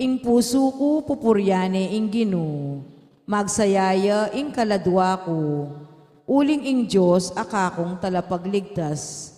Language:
Pampanga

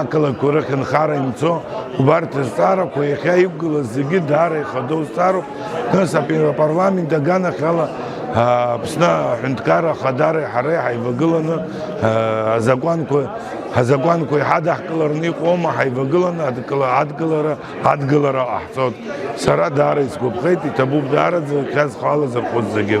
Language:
Abkhazian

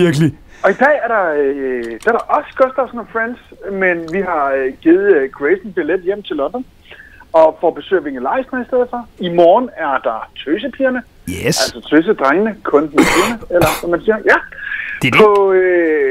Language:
Danish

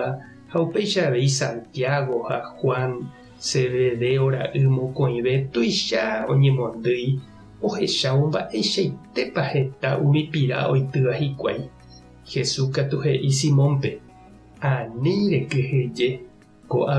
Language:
Guarani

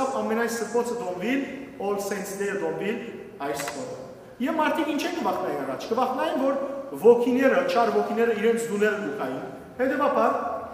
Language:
Western Armenian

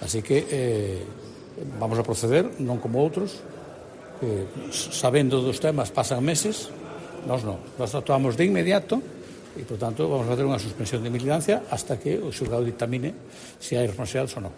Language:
Galician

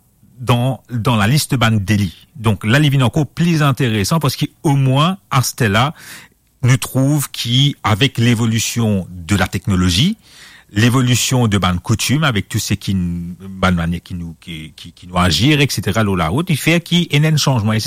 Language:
Morisyen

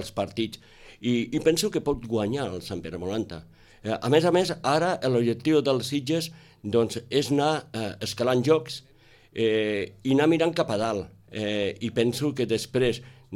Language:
Catalan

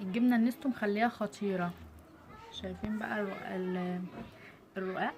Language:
Egyptian Arabic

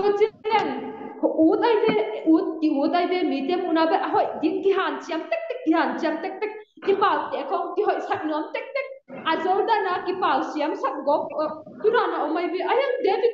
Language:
Tedim Chin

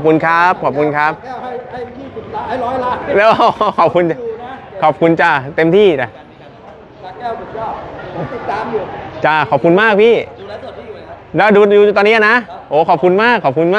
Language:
Thai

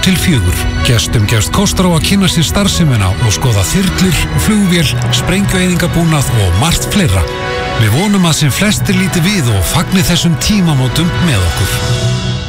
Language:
Icelandic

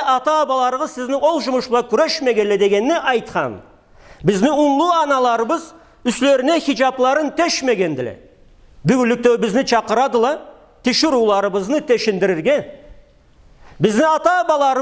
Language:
Karachay-Balkar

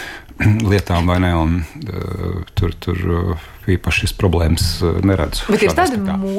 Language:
Latvian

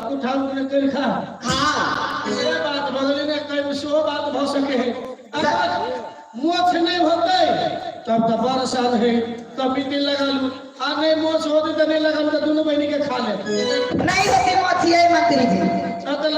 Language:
Maithili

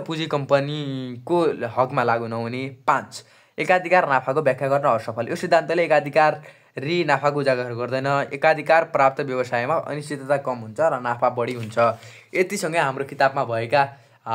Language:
Nepali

